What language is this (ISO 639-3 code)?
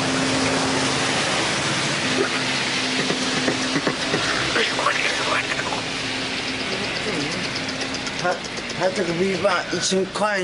zho